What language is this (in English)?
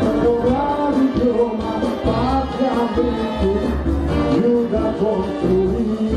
Papiamento